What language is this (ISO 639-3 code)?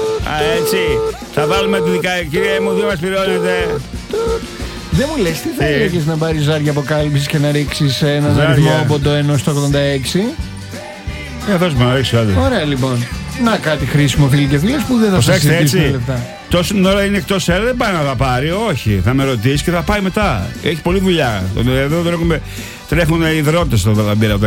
ell